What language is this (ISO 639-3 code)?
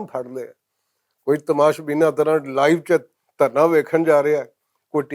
lah